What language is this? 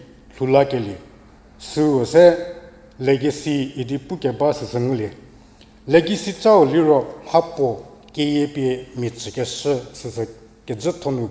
Angami Naga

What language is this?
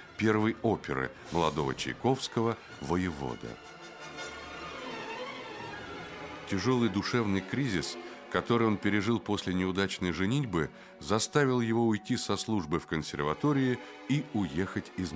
Russian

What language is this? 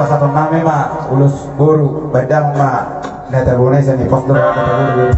Batak Toba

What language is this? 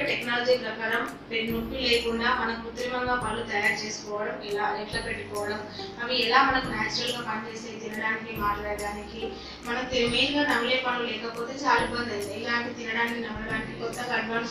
Telugu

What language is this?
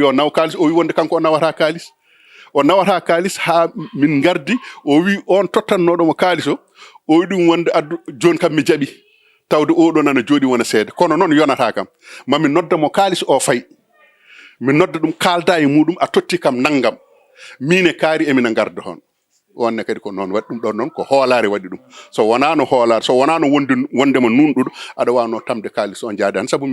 Fula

